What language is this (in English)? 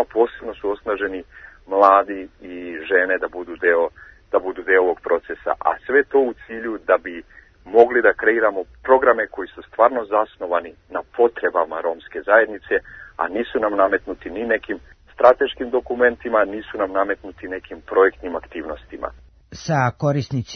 Serbian